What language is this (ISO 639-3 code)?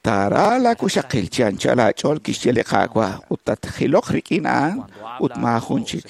kek